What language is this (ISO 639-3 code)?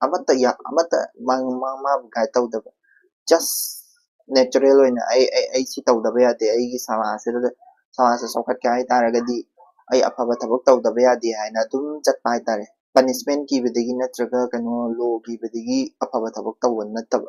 mni